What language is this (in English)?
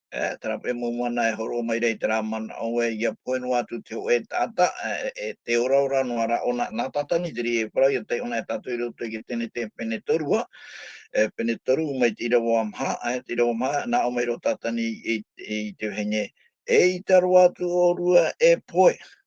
Tahitian